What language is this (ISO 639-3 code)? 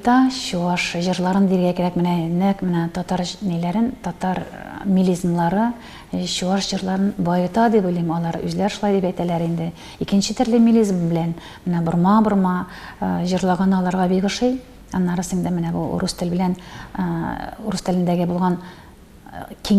tat